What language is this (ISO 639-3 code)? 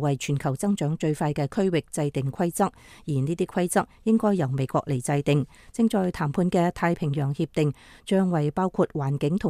yue